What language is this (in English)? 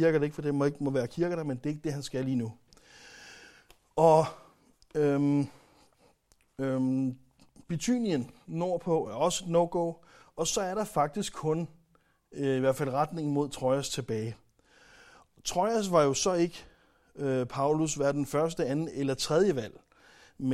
Danish